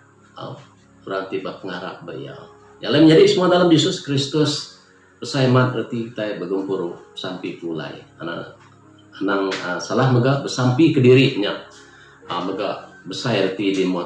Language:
Iban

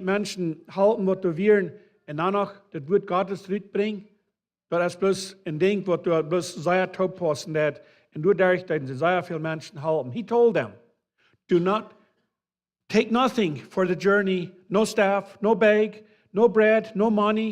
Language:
Plautdietsch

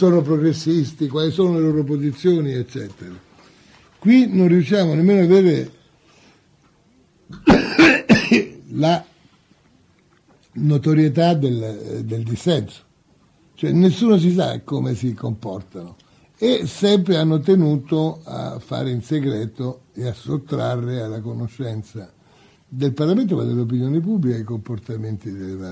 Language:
Italian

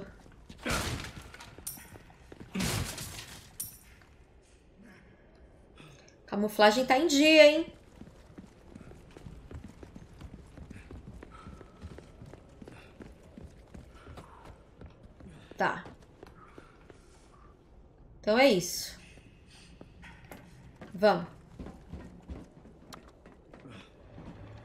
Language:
Portuguese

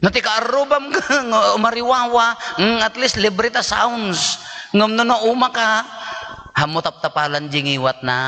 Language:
Iloko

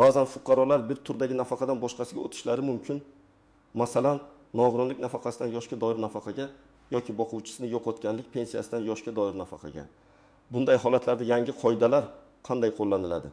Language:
Uzbek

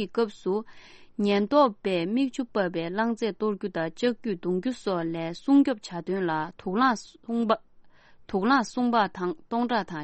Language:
Tibetan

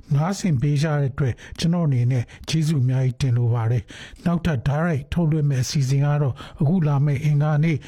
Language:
Burmese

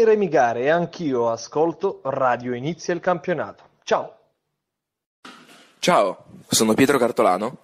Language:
Italian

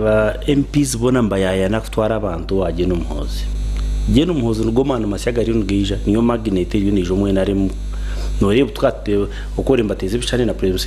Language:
Nyankole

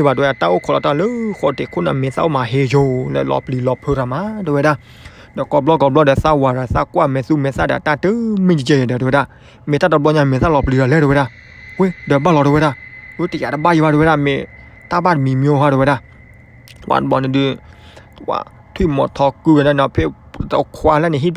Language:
S'gaw Karen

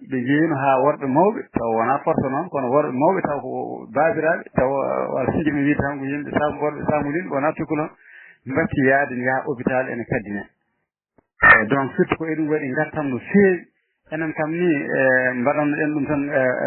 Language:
Fula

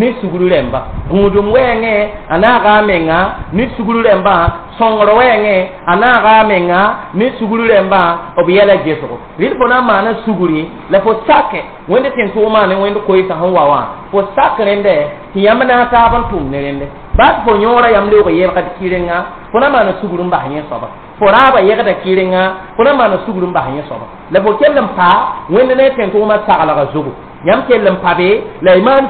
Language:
Mossi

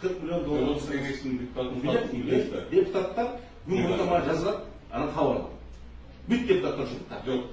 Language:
Kyrgyz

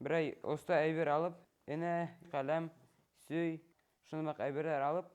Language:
Bashkir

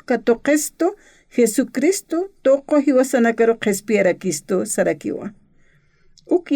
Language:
Aymara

